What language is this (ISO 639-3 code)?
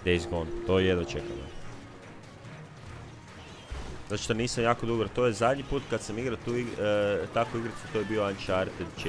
hrv